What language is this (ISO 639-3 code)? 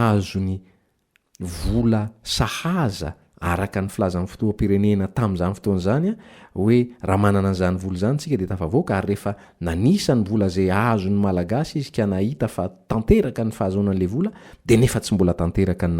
mlg